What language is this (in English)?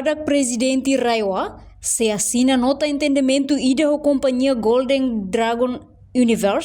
Tetum